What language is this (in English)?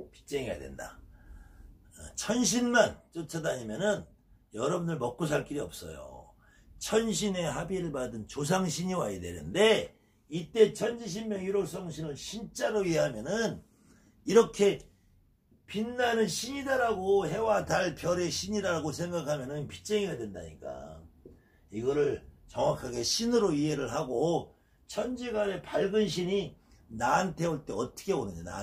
Korean